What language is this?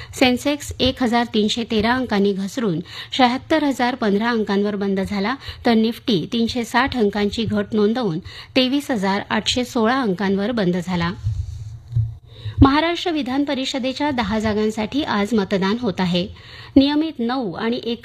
Marathi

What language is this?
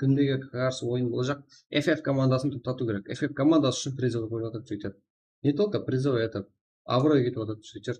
Kara-Kalpak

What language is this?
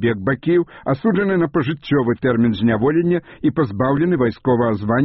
Belarusian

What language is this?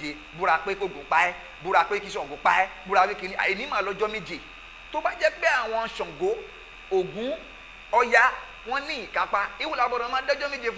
Yoruba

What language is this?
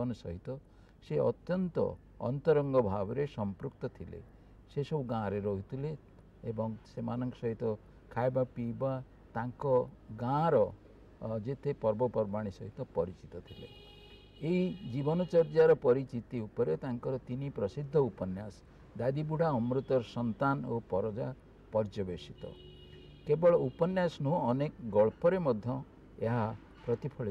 Odia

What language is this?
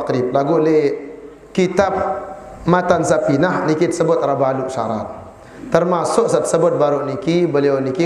Sasak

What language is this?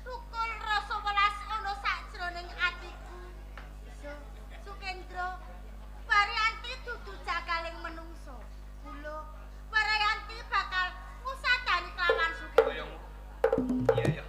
Javanese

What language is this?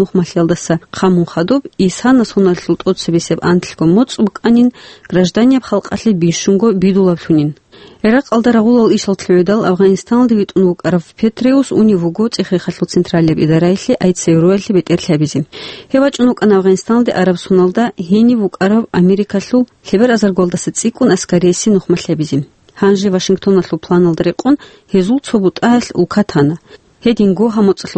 Avaric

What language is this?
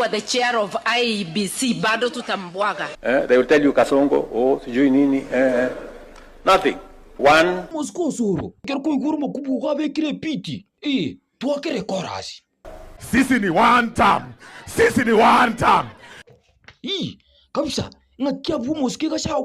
Gusii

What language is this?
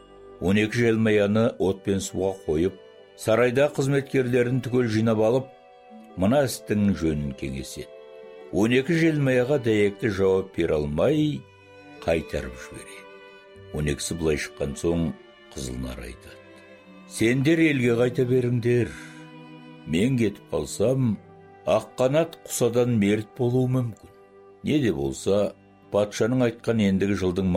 Kazakh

